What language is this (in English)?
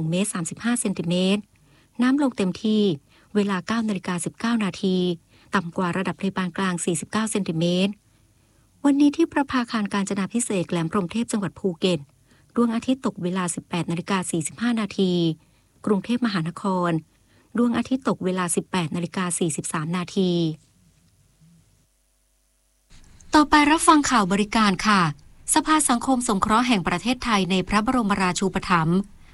Thai